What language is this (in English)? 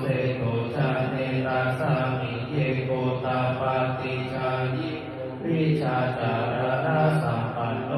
Pali